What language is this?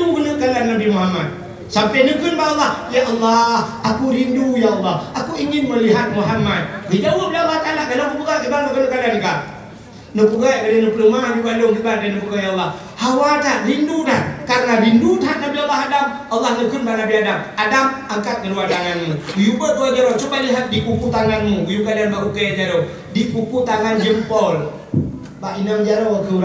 Achinese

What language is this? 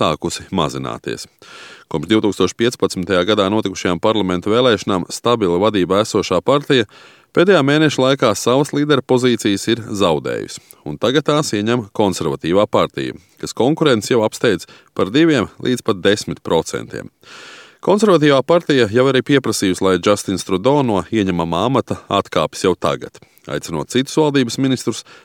Latvian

